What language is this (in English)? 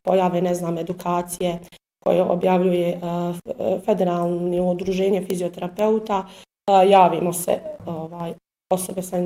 Bosnian